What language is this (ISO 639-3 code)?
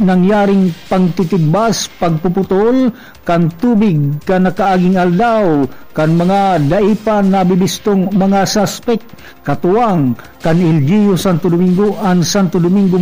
bik